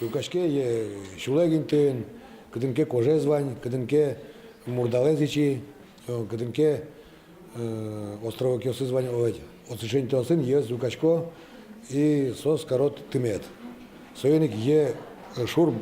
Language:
Udmurt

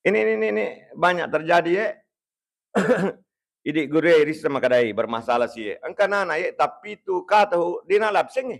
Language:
Buginese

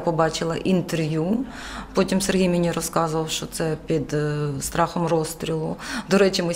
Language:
Ukrainian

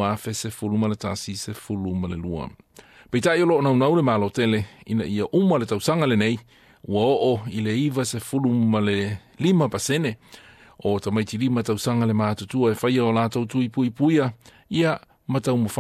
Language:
Samoan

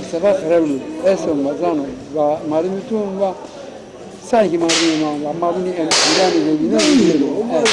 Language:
Zaza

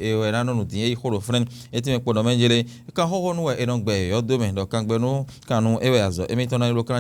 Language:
Fon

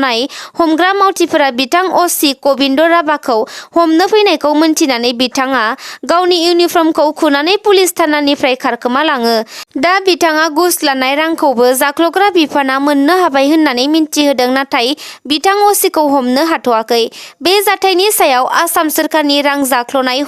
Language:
Bodo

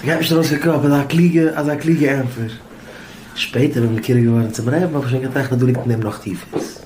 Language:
Yiddish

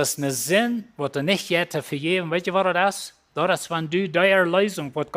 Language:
Plautdietsch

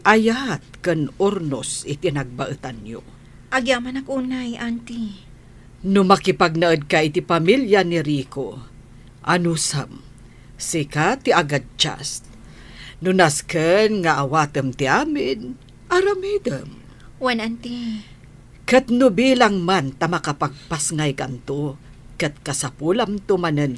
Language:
Iloko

